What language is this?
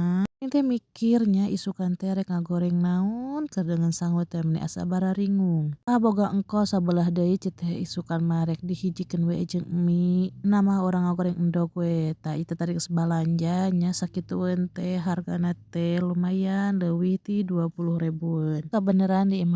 Sundanese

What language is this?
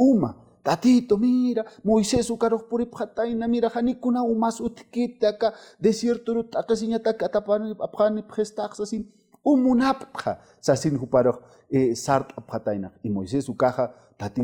Aymara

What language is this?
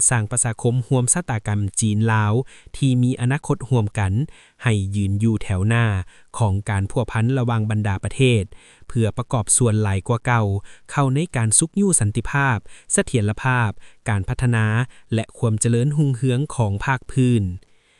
Lao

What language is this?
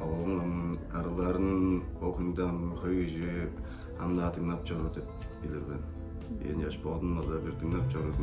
Tuvinian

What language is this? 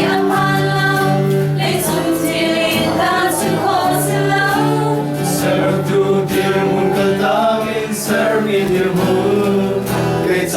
Falam Chin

